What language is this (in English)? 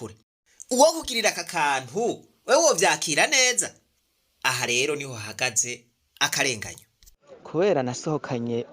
Rundi